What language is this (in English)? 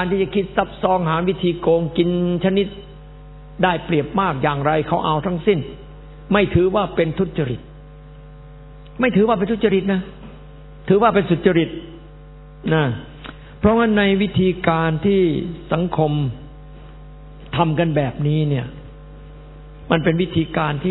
Thai